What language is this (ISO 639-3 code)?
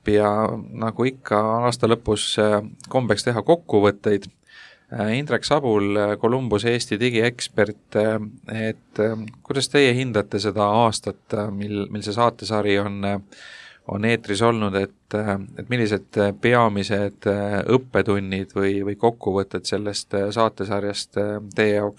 est